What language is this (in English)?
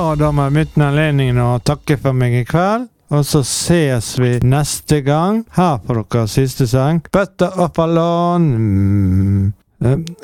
Norwegian